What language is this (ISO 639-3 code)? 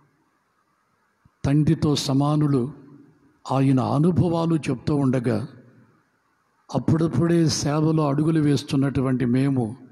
tel